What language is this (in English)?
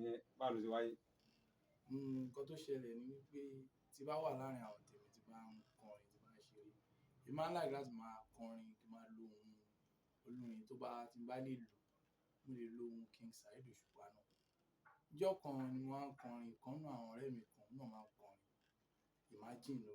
Yoruba